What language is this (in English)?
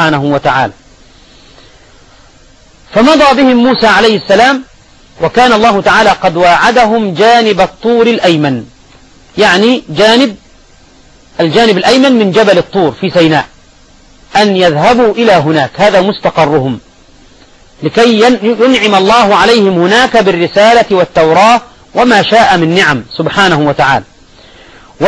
Arabic